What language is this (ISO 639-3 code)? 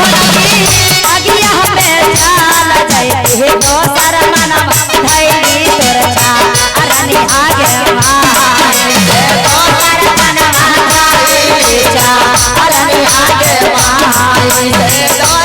mag